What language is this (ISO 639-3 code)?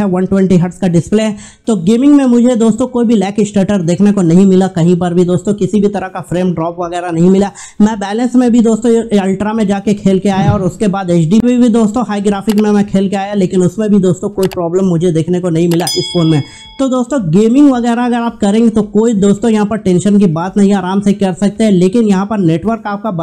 hin